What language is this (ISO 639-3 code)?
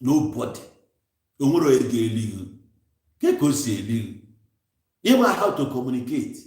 ibo